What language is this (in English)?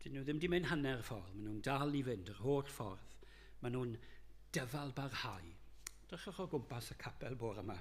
Welsh